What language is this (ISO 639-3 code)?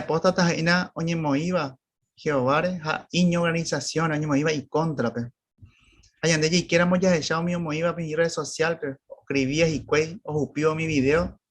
grn